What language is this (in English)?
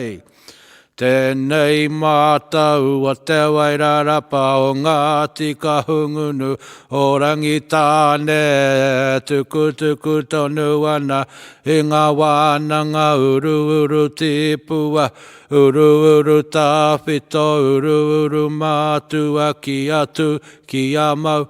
Māori